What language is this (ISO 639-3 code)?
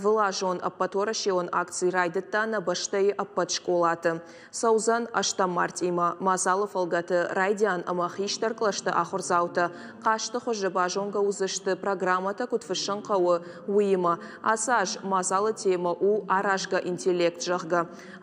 oss